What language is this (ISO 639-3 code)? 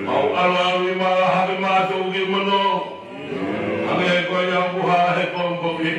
ton